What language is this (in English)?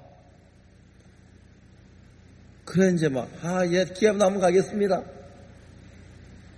Korean